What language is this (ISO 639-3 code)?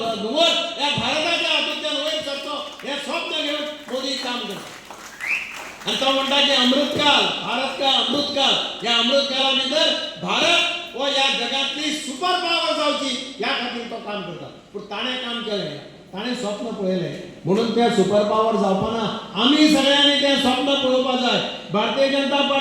kok